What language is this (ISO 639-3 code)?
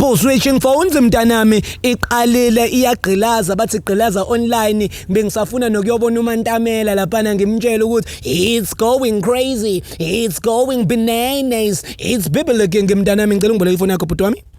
zul